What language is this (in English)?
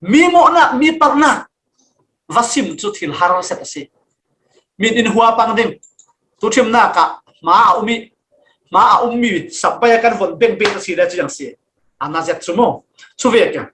Falam Chin